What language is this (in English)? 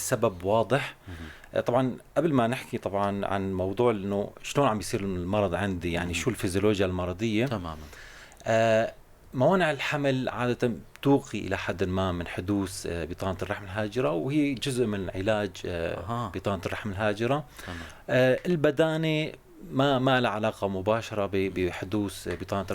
North Levantine Arabic